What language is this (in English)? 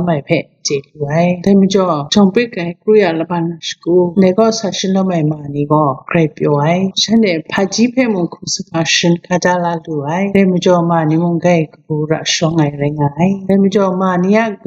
Kachin